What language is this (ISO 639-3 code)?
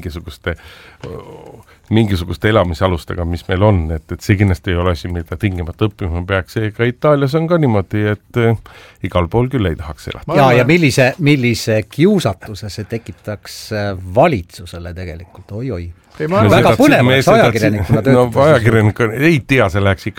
est